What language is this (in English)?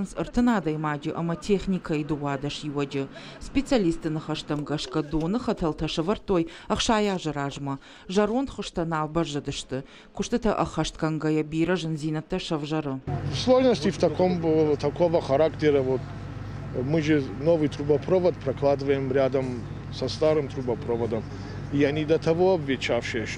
Ossetic